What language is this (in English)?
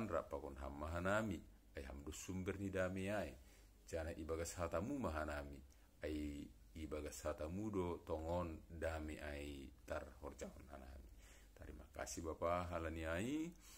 Batak Simalungun